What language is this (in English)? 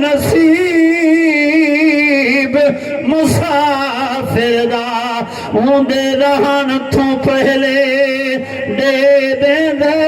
Saraiki